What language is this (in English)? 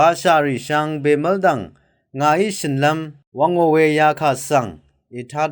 Rawang